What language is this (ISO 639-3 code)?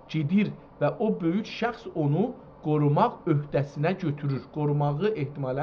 azb